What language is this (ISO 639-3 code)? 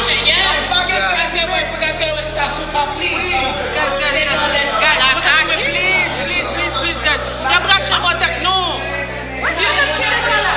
hat